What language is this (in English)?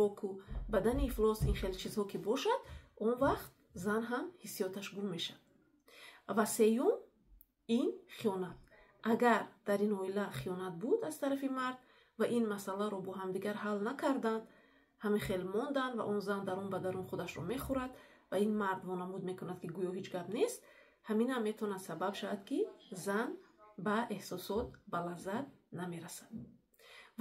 Tajik